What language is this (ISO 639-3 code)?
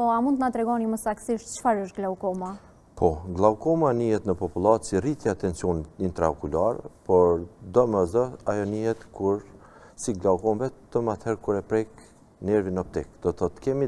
sqi